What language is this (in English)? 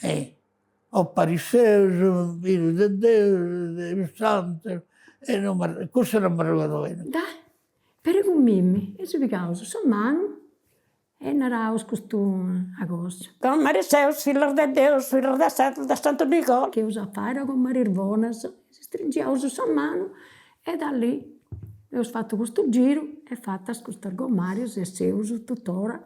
Sardinian